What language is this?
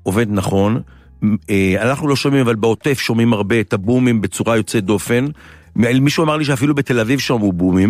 Hebrew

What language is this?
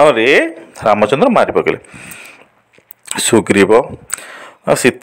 Odia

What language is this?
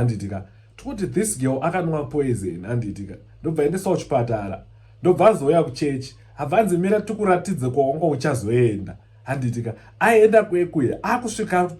Shona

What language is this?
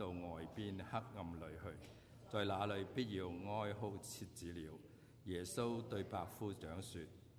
Cantonese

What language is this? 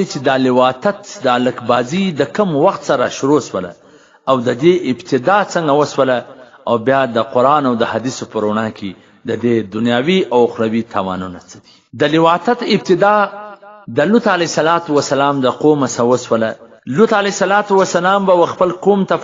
Pashto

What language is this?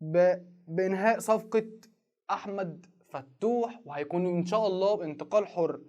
Egyptian Arabic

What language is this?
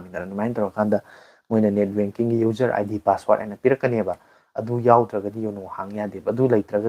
Manipuri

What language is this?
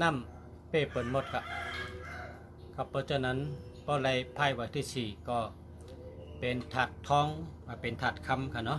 Shan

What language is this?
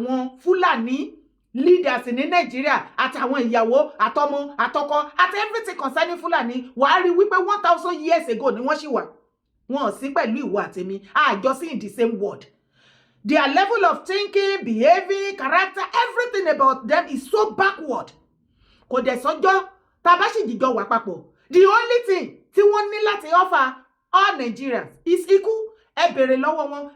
Yoruba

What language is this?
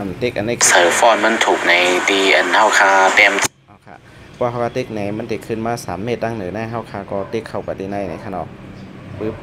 Shan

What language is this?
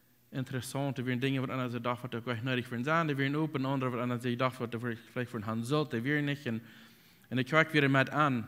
Plautdietsch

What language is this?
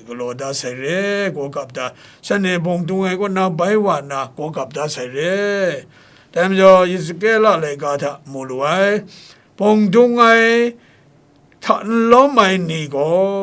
Kachin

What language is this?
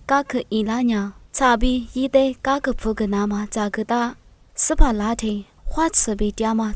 Lisu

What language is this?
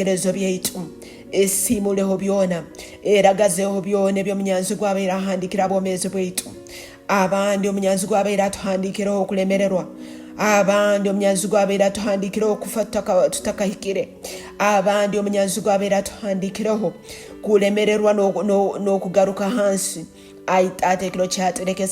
Tooro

